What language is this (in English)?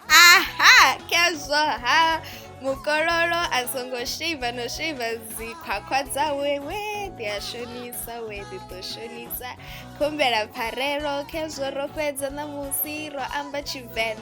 Venda